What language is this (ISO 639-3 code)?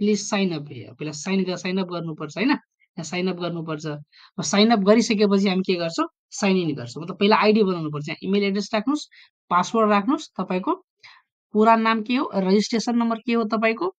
nep